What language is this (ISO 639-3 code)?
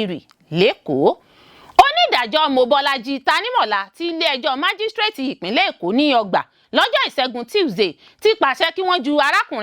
yor